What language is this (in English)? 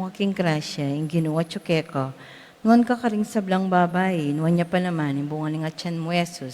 Pampanga